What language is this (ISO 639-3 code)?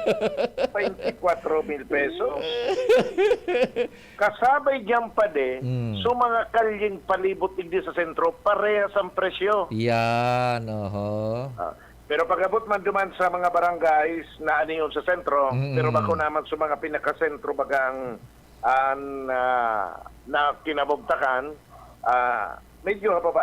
bik